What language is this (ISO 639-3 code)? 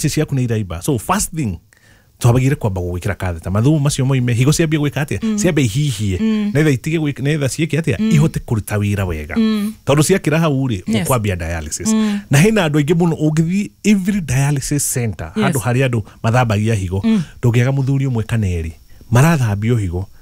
kik